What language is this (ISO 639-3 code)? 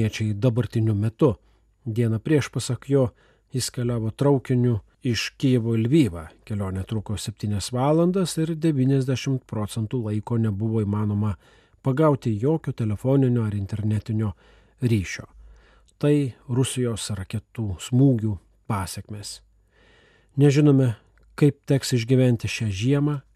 lit